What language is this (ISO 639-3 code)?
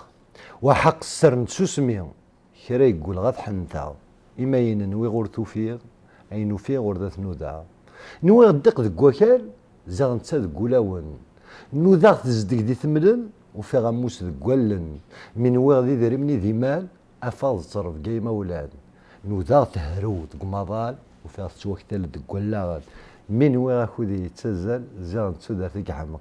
kab